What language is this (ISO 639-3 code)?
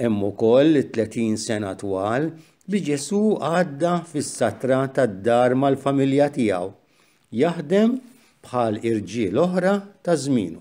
mlt